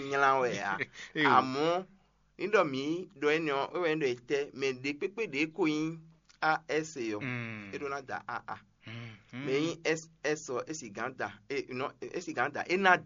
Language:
Fon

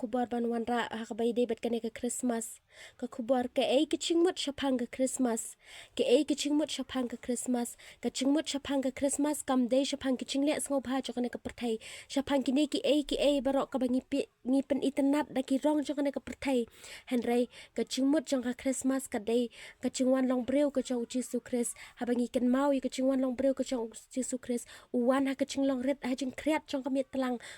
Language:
Khasi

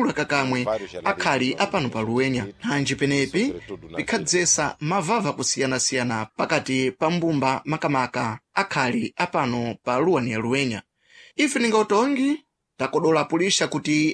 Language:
Sena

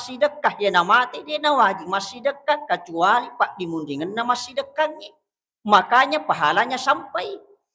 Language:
Buginese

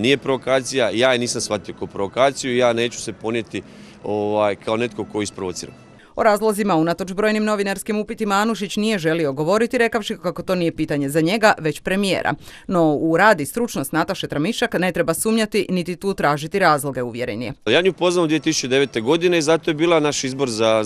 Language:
Croatian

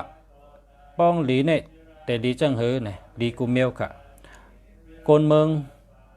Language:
Shan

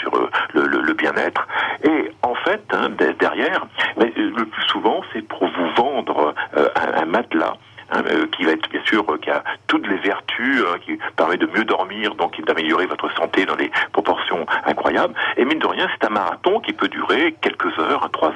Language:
French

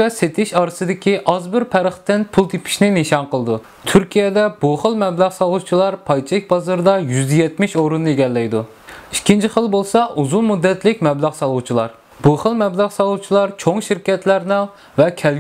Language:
Uyghur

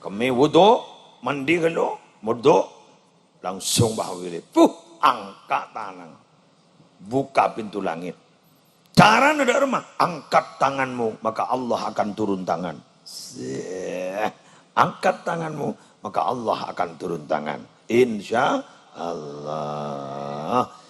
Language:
Madurese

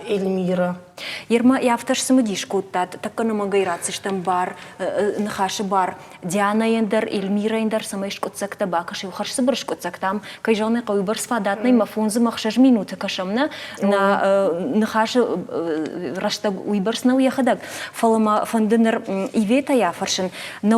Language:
Ossetic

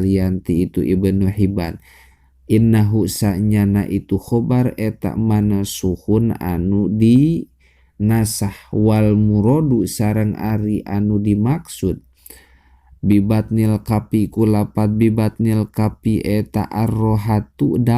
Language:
Sundanese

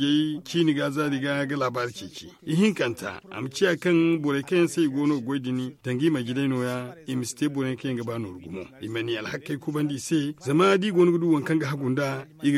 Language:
Zarma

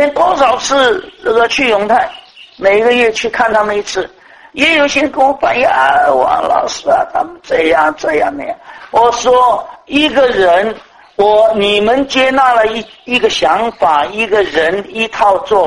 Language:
Chinese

